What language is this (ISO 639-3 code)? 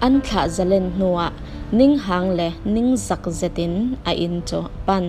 cfm